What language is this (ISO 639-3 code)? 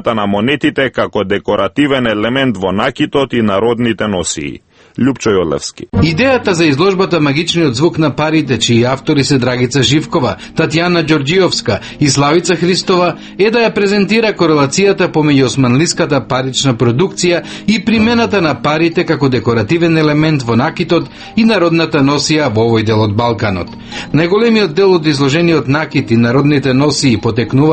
mkd